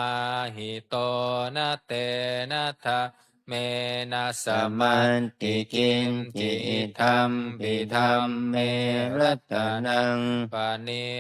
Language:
Pali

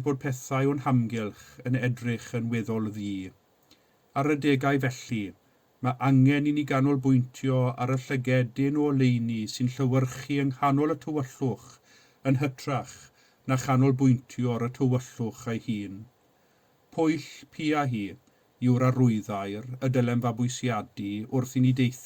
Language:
Welsh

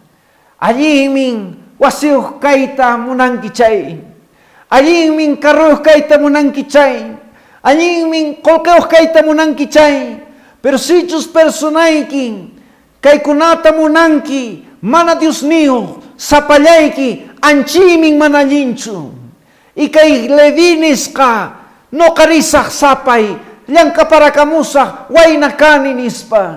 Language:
Quechua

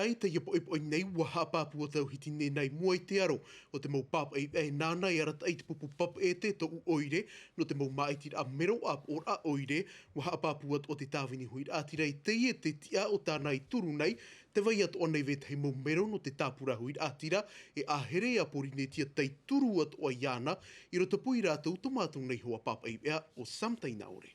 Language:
Tahitian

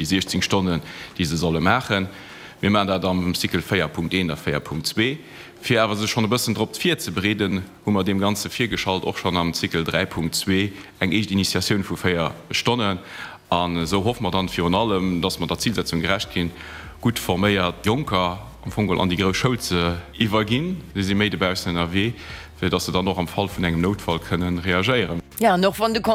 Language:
Luxembourgish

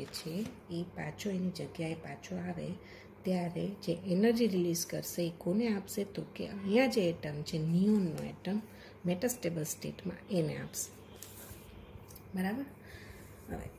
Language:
Gujarati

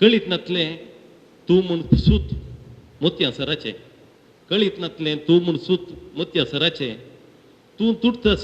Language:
Konkani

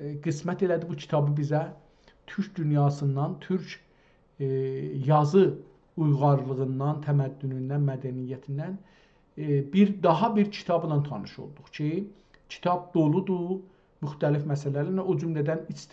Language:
South Azerbaijani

